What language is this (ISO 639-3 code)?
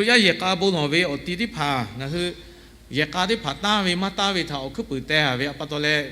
lhu